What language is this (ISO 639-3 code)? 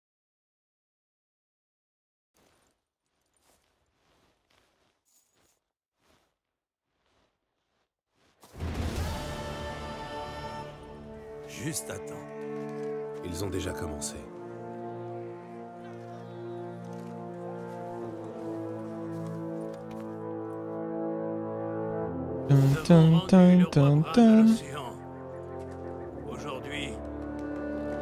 fra